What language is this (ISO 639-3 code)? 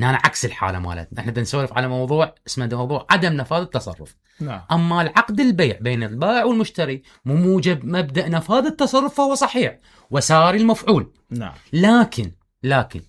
acm